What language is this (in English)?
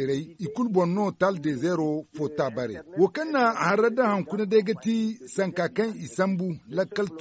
Zarma